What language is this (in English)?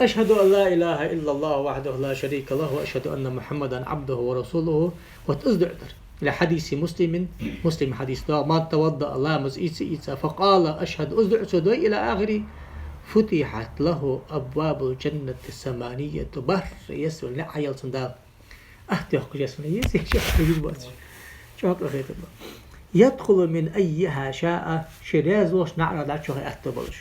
Ingush